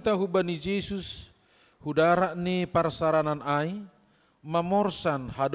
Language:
Batak Simalungun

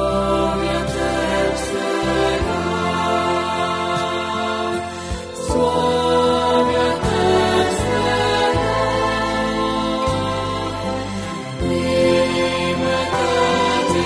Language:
Bulgarian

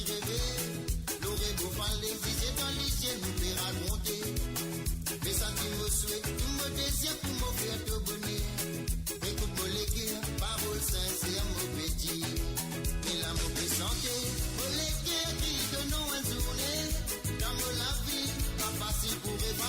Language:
Morisyen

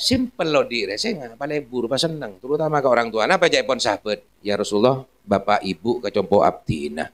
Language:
Madurese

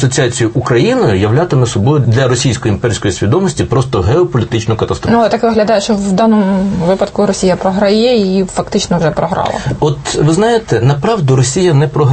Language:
Ukrainian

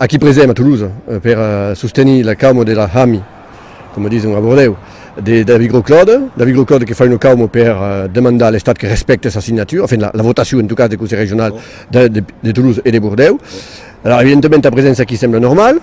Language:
Occitan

